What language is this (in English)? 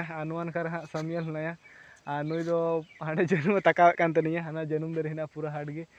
Santali